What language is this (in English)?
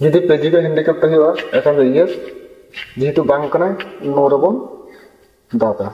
Santali